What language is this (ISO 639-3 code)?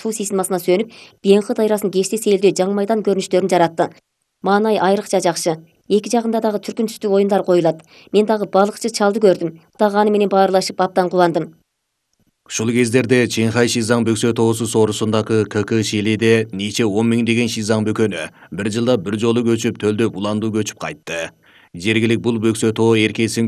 kir